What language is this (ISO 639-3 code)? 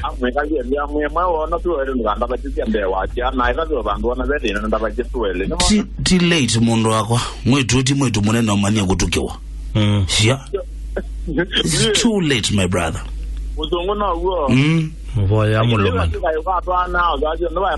kam